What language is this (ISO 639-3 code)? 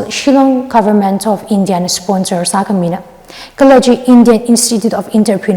nmf